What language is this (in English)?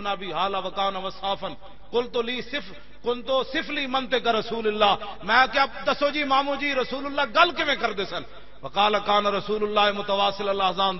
Western Panjabi